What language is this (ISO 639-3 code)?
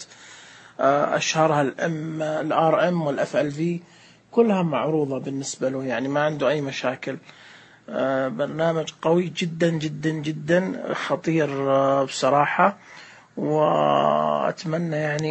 ars